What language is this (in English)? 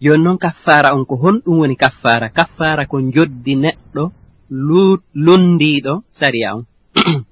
Fula